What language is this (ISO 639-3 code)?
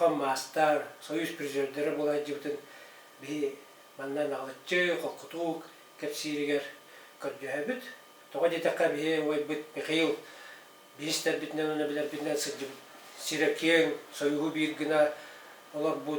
sah